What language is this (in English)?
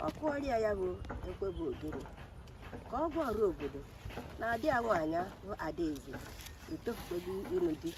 Igbo